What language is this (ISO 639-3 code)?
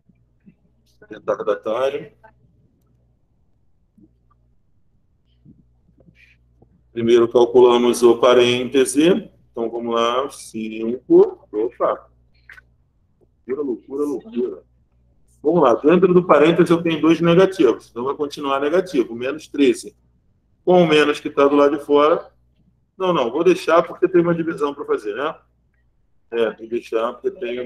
por